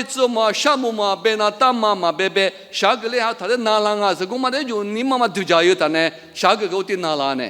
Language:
Lisu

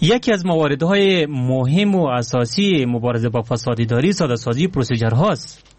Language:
Persian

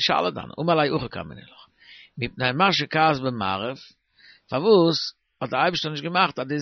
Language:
Yiddish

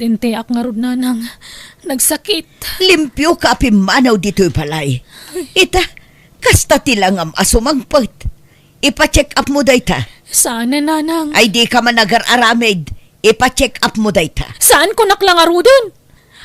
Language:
Iloko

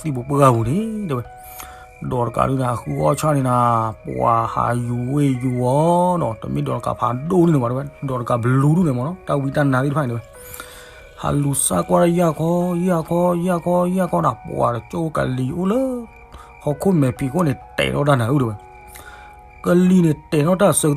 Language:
S'gaw Karen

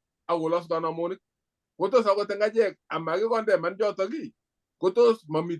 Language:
Kalenjin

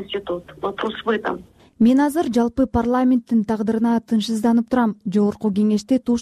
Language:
Kyrgyz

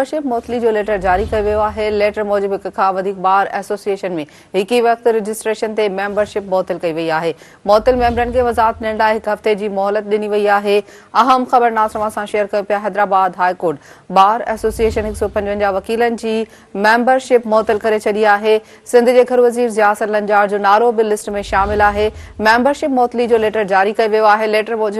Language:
Sindhi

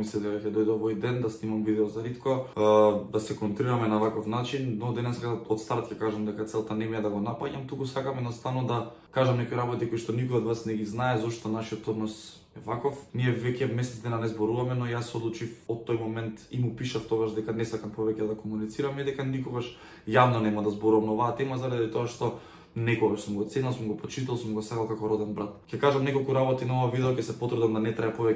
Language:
Macedonian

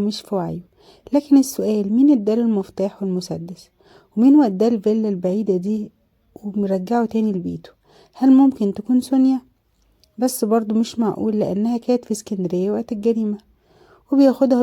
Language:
Egyptian Arabic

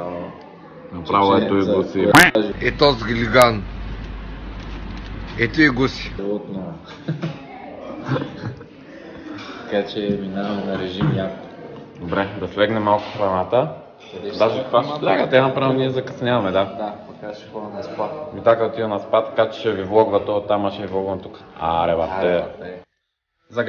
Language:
Bulgarian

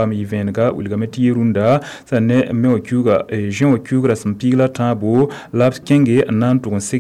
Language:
Mossi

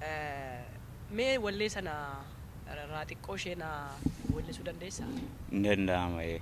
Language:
Oromo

